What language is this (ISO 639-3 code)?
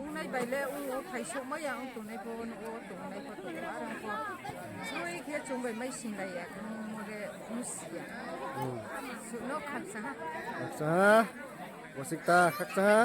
ria